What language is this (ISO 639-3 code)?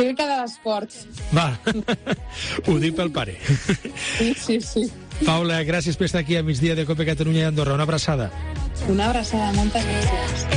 cat